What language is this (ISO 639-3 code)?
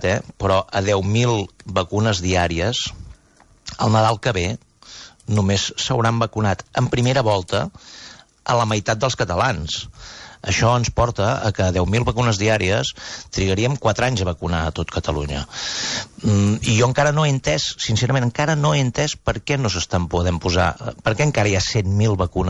cat